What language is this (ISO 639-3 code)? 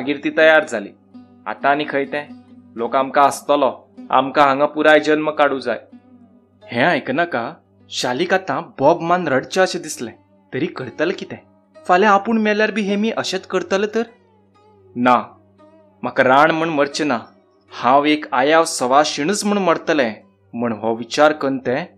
kok